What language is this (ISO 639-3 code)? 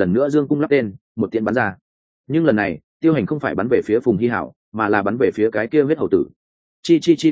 vie